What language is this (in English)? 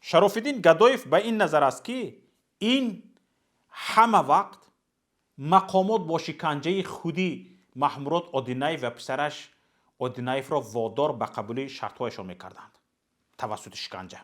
Tajik